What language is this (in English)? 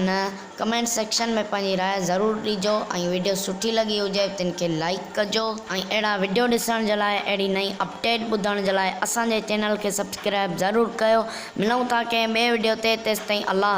Sindhi